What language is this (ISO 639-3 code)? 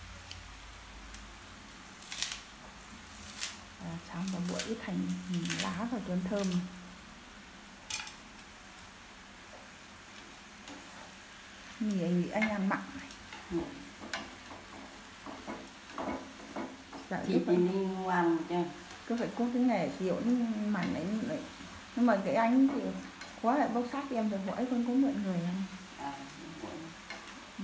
vie